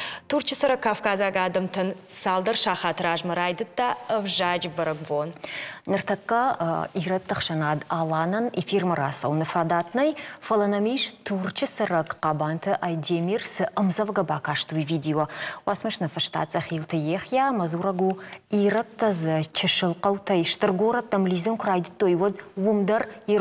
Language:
Ossetic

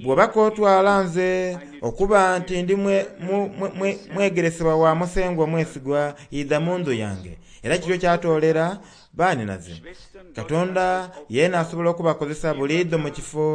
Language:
Soga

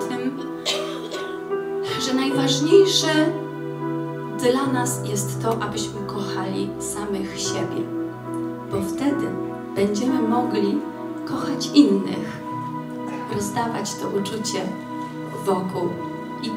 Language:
Polish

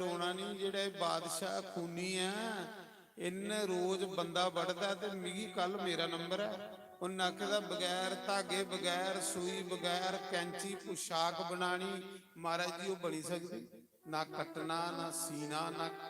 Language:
Dogri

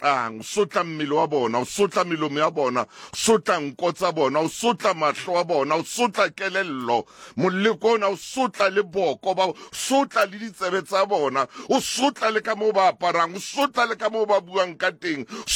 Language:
Southern Sotho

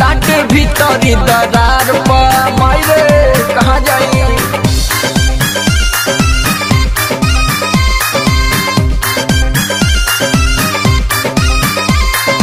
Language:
Bhojpuri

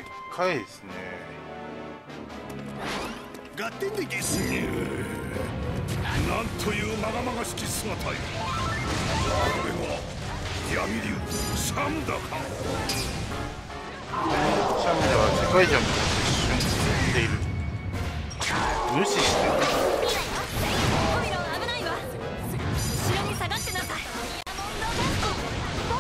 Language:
Japanese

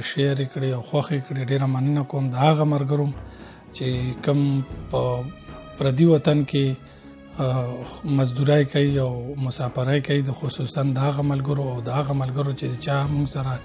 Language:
Pashto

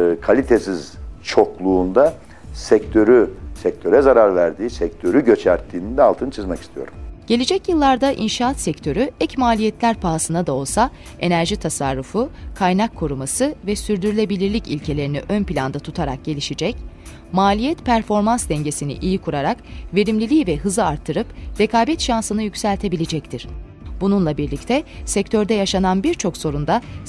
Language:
Turkish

